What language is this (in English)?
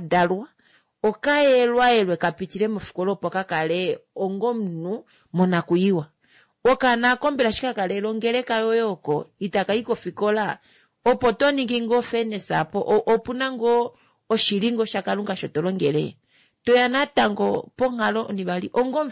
Kuanyama